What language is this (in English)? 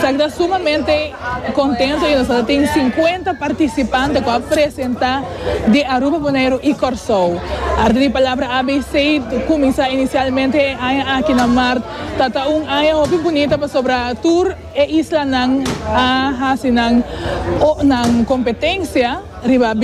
Papiamento